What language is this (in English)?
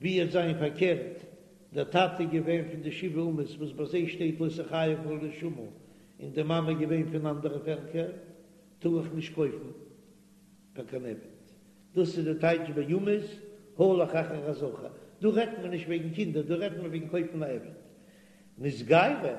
Yiddish